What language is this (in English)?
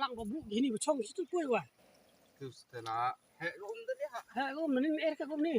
Khasi